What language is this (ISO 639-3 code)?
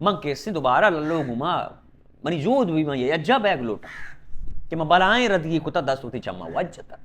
bal